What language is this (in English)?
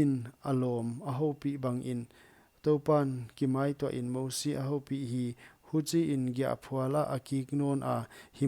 Paite Chin